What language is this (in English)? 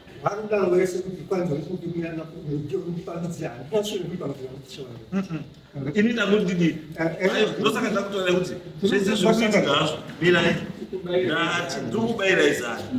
Shona